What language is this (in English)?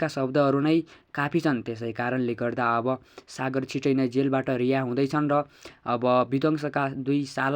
Nepali